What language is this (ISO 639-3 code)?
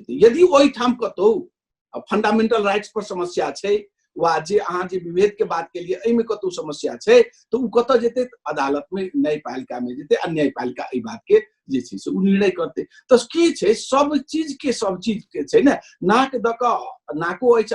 mai